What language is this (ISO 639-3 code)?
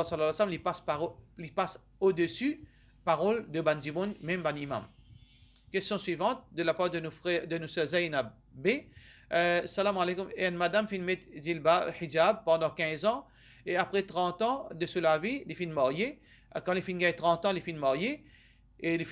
mfe